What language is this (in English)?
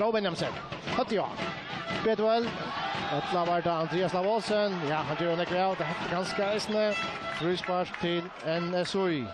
Faroese